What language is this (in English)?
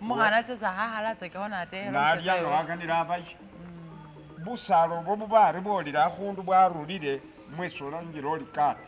Masaaba